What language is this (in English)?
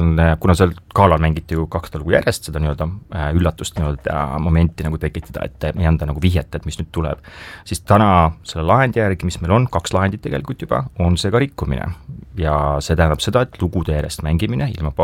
Estonian